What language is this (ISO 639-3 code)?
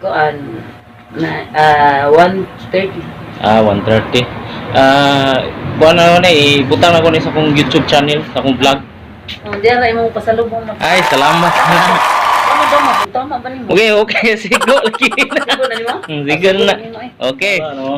ceb